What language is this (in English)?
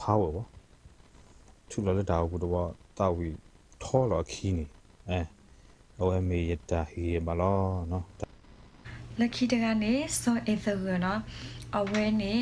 S'gaw Karen